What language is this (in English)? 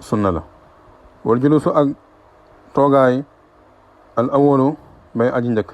Wolof